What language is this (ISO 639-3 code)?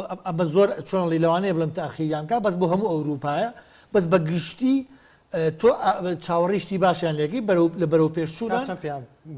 ckb